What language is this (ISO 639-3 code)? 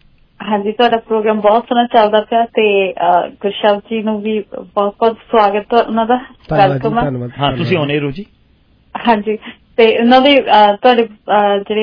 pan